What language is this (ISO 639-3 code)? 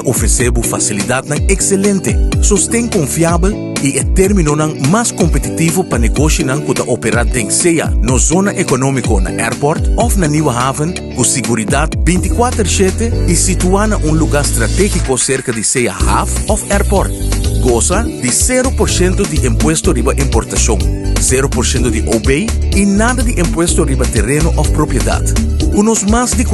pap